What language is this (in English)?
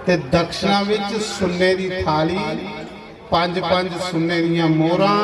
Dogri